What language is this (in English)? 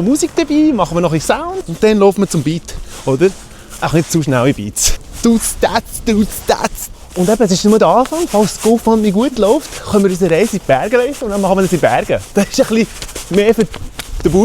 Swiss German